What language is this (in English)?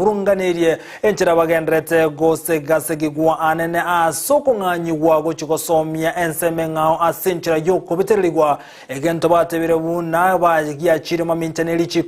Gusii